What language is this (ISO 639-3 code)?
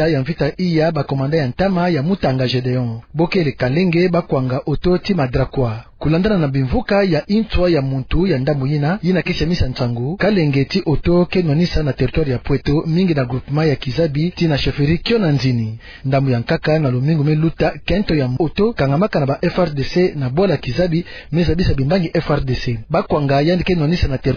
ktu